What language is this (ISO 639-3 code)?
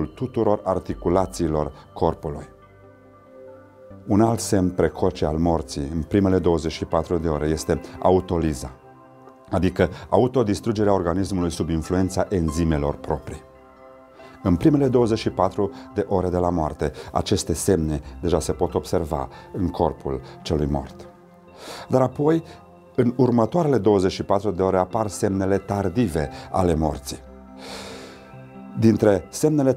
ron